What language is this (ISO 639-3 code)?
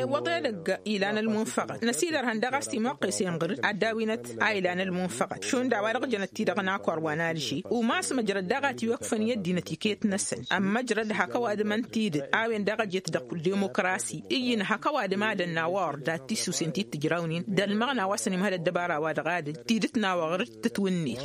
taq